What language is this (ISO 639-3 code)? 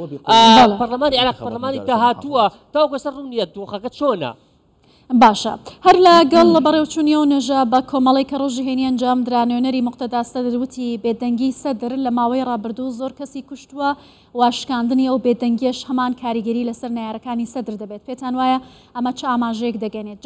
ckb